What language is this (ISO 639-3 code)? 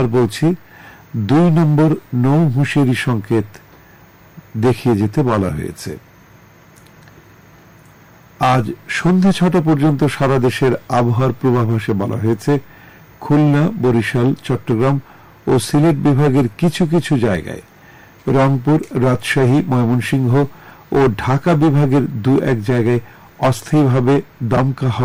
ben